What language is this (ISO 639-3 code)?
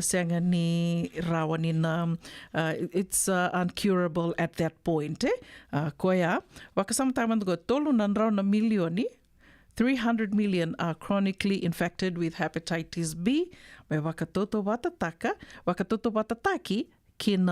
fij